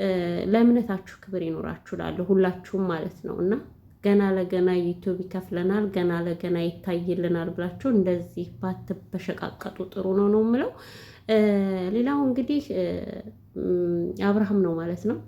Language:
Amharic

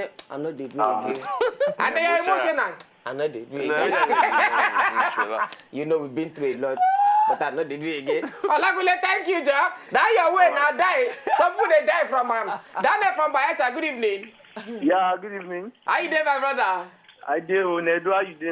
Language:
Nigerian Pidgin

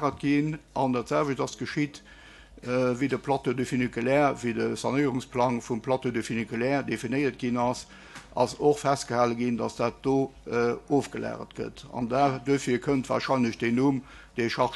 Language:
Luxembourgish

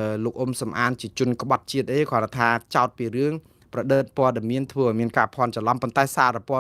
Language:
Khmer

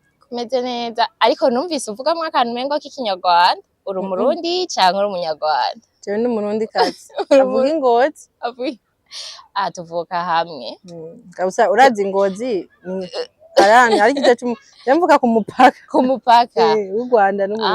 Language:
Rundi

